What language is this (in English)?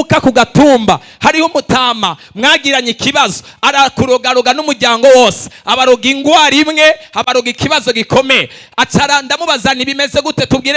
Rundi